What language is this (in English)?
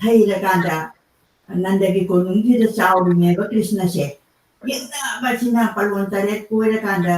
Manipuri